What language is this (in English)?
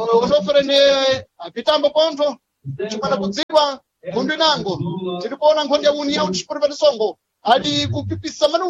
Sena